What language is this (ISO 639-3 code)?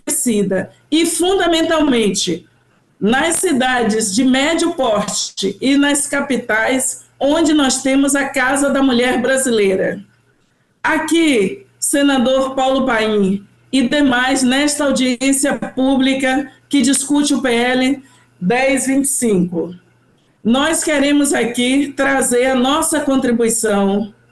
por